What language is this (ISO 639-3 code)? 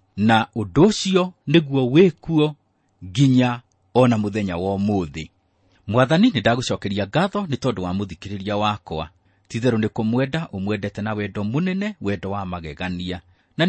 kik